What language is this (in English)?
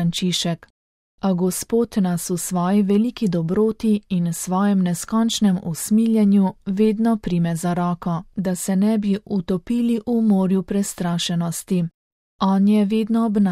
Slovenian